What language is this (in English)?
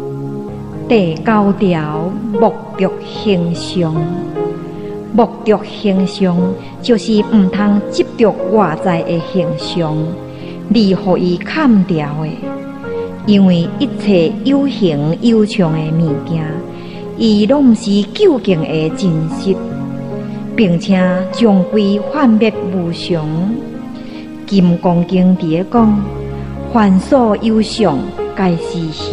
Min Nan Chinese